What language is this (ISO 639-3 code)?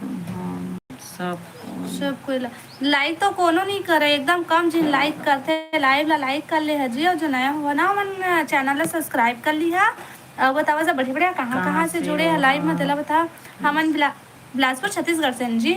hne